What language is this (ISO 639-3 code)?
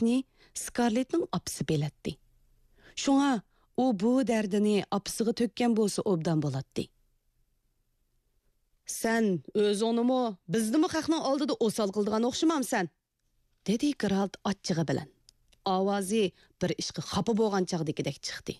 uig